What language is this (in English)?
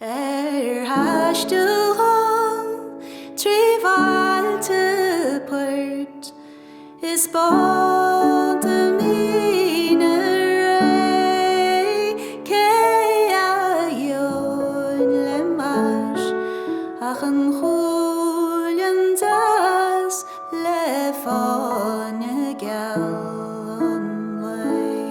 Irish